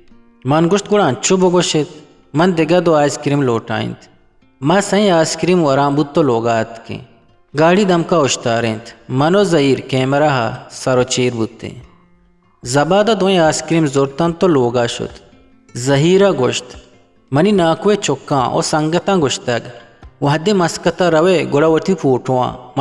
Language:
Eastern Balochi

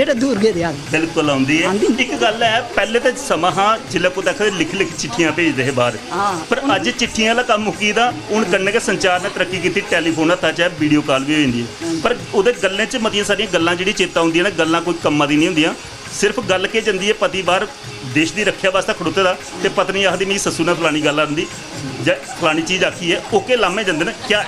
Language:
Dogri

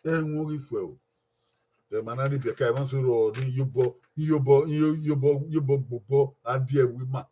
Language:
Bini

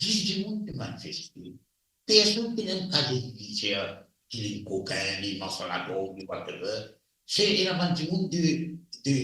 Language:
Morisyen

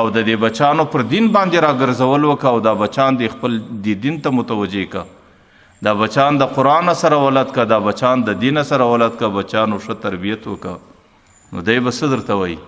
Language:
Pashto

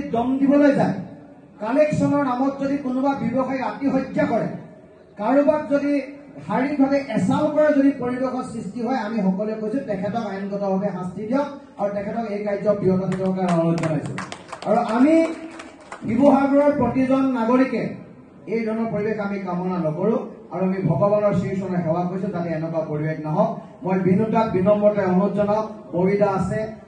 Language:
Assamese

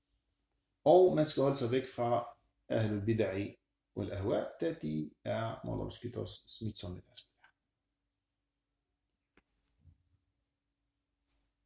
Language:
Danish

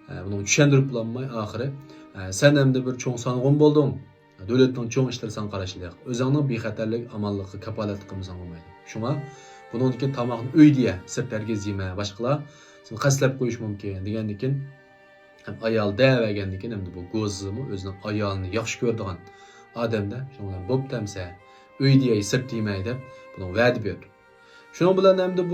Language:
Uyghur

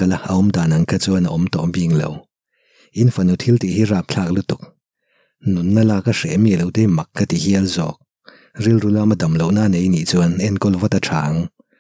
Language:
Mizo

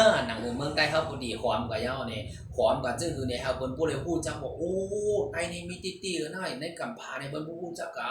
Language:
Shan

